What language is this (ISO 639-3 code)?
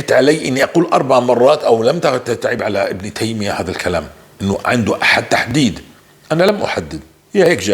apc